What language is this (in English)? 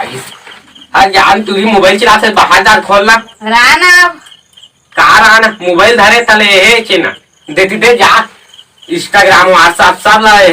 Chhattisgarhi